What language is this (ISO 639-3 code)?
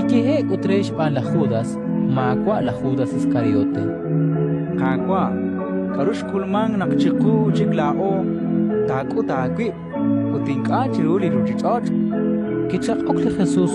kek